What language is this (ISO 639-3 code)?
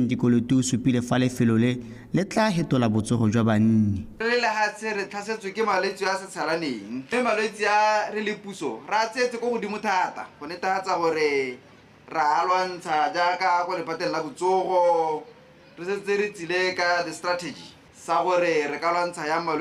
tsn